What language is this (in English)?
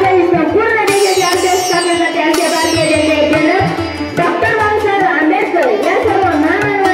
Marathi